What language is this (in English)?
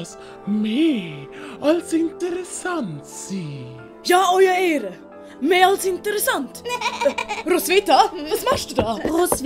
Swiss German